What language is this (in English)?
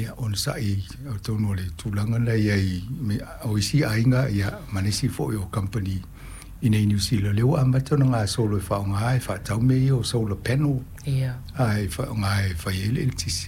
Samoan